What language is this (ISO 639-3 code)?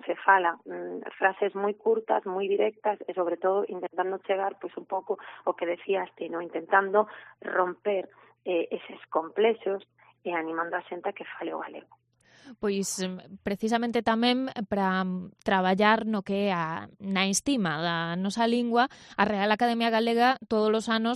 glg